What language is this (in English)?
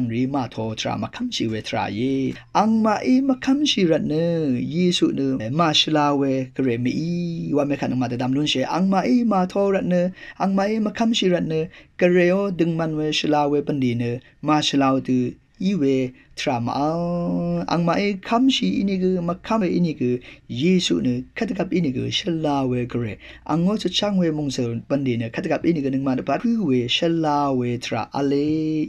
Rawang